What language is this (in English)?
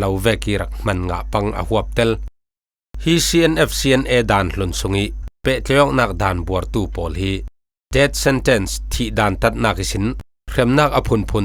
Falam Chin